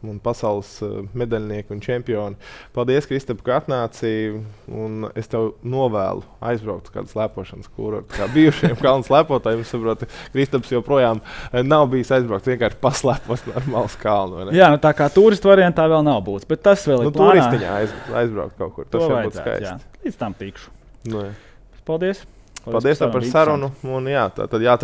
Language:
Latvian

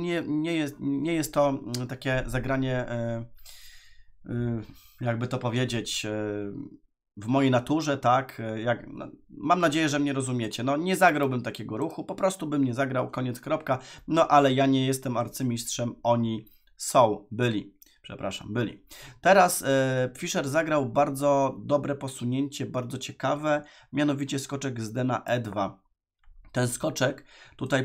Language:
Polish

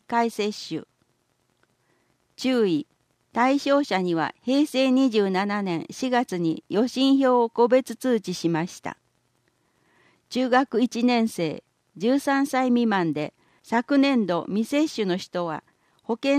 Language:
Japanese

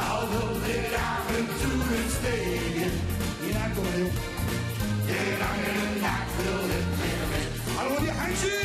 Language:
Limburgish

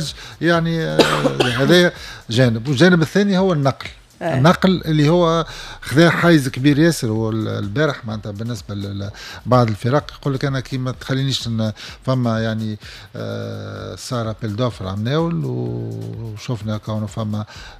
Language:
Tunisian Arabic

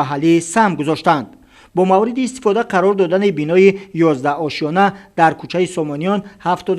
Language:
Tajik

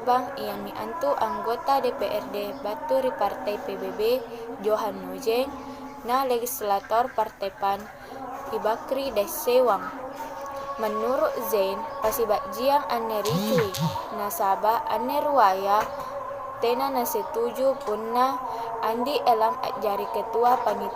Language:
Makasar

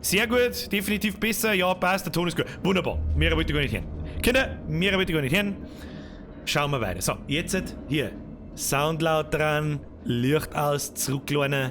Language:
Bavarian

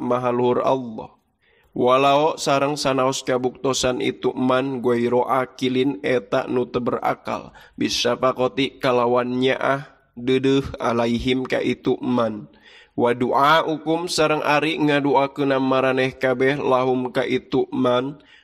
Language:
Sundanese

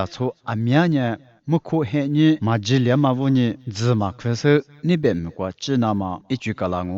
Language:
Lisu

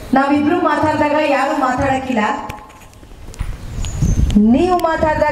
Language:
Kannada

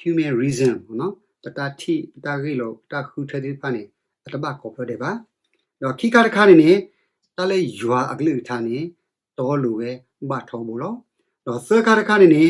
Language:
S'gaw Karen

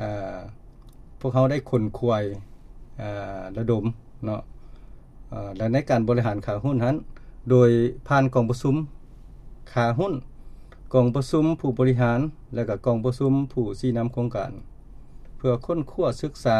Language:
Lao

